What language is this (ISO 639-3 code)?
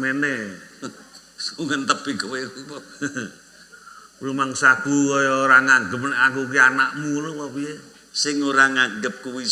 jav